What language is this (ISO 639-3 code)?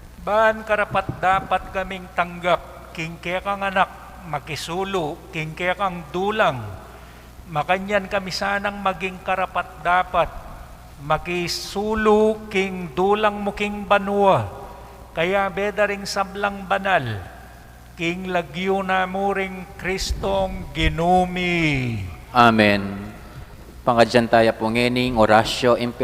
pam